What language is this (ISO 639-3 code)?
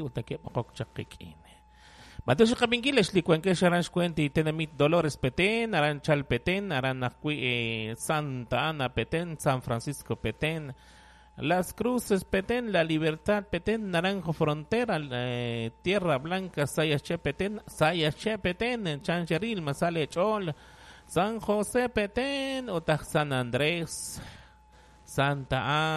kek